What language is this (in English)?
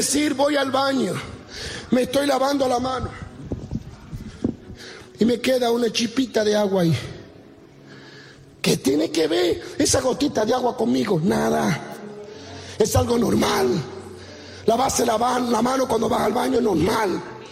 Spanish